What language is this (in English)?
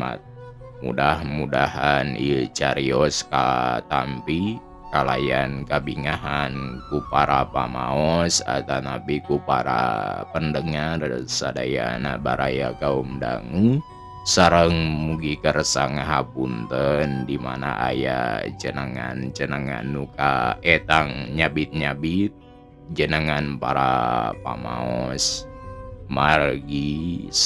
Sundanese